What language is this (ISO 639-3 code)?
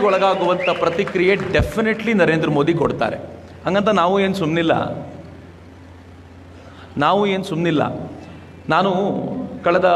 kan